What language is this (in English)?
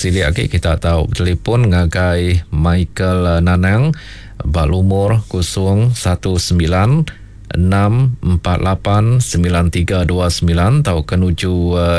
Iban